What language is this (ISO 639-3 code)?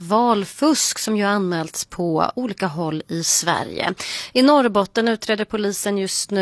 swe